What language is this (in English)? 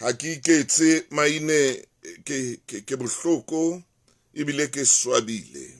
Southern Sotho